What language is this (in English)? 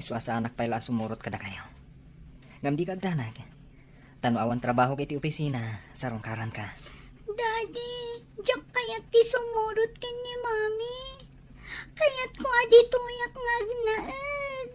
Iloko